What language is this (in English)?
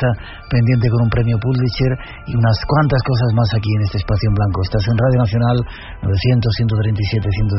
Spanish